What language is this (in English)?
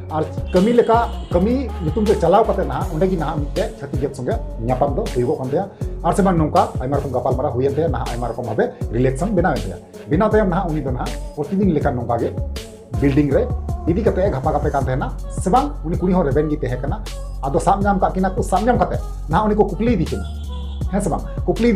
Santali